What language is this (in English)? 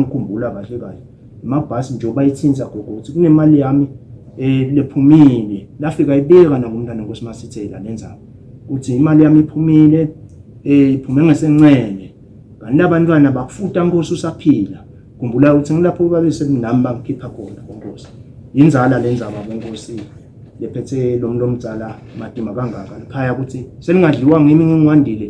Zulu